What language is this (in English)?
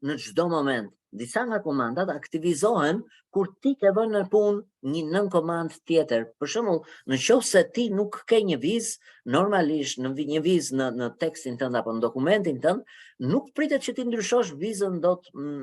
Albanian